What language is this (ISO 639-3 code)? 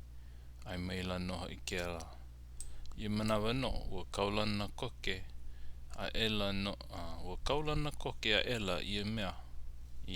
haw